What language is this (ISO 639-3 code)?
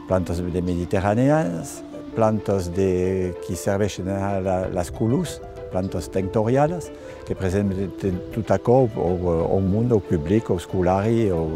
oci